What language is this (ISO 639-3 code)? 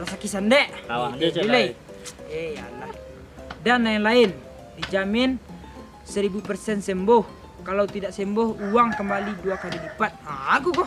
min